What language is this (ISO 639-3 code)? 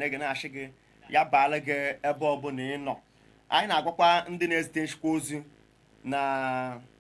ibo